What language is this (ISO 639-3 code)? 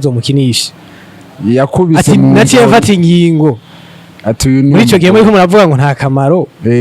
run